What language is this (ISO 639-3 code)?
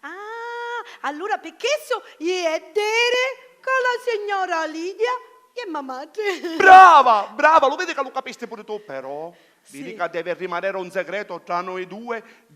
scn